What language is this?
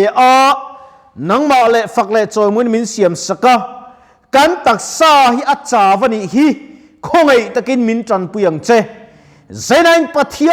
Mizo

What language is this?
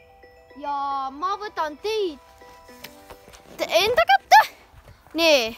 Estonian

